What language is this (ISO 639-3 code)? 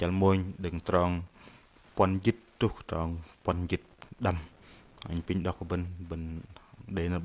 bdq